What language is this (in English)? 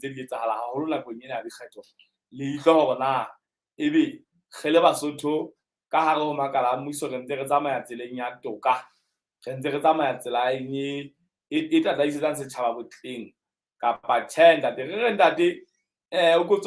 Southern Sotho